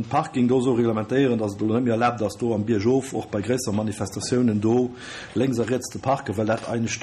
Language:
Luxembourgish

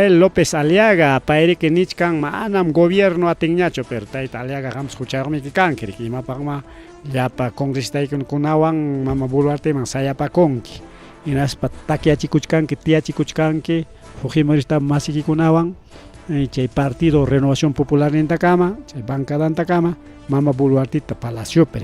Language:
Ayacucho Quechua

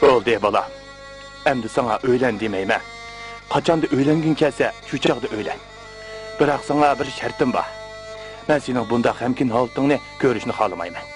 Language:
Uyghur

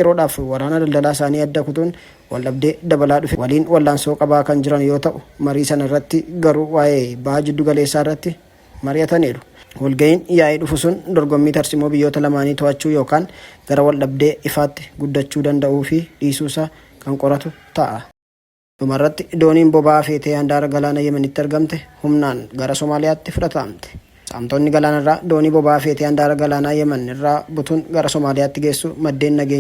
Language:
Oromo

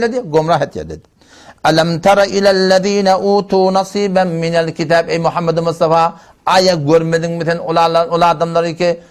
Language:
Turkmen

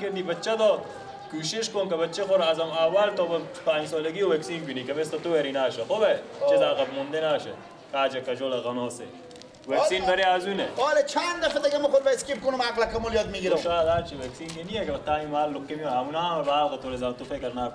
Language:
Persian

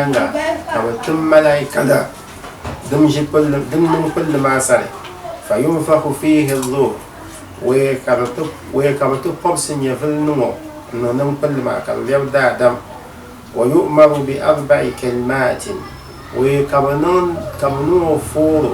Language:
Dagbani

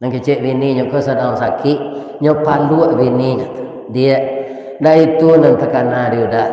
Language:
Minangkabau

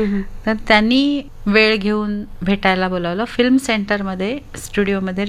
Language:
Marathi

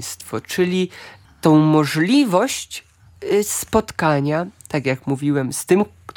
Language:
Polish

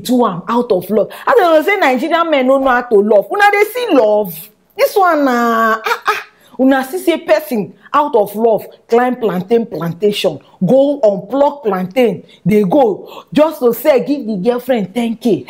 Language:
Nigerian Pidgin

